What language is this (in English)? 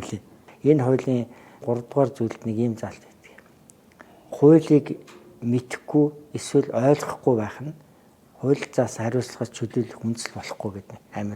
Mongolian